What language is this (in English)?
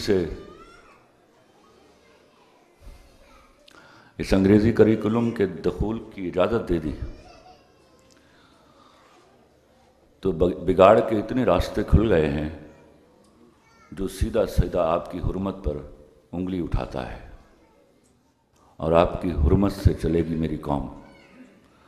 Urdu